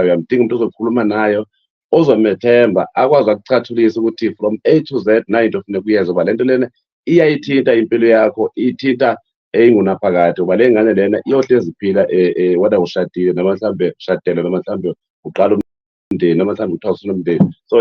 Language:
Zulu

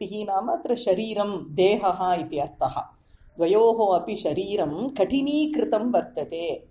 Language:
Sanskrit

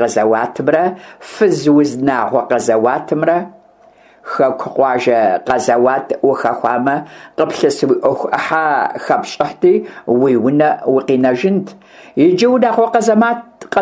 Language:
Kabardian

